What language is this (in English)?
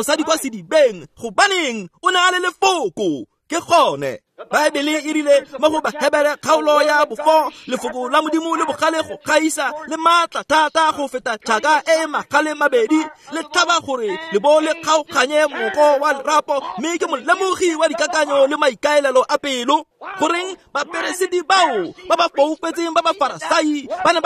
Tswana